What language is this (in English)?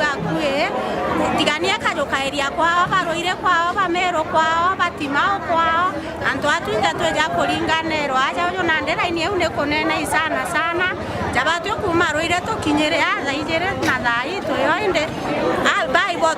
Meru